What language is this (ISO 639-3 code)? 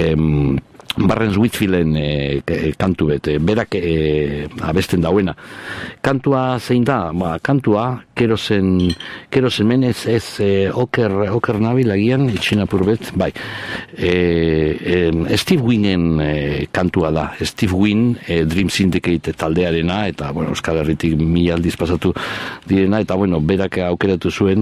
eus